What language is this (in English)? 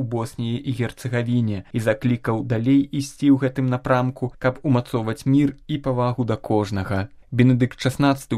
Belarusian